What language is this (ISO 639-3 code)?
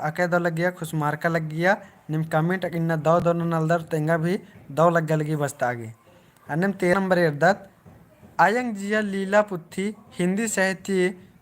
kru